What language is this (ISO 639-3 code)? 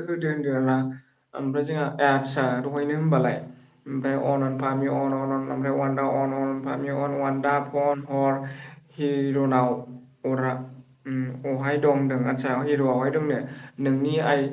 brx